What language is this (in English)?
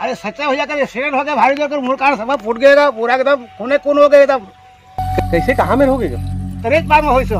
Chhattisgarhi